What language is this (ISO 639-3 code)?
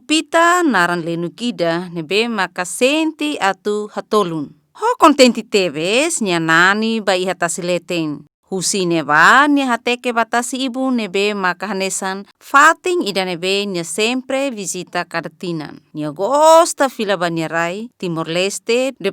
tet